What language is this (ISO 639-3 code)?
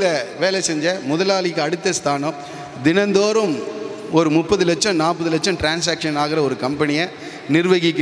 tam